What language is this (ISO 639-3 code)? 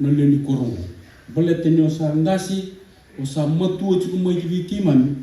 fij